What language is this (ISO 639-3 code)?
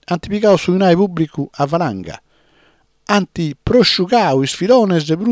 srd